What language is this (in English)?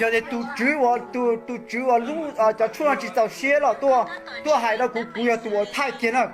Hmong